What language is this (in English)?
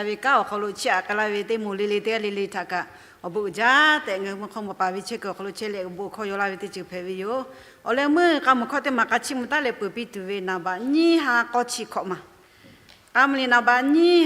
Lahu